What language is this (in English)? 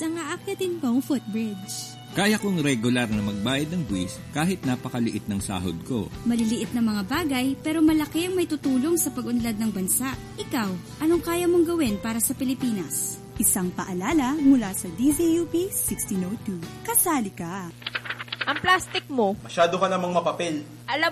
Filipino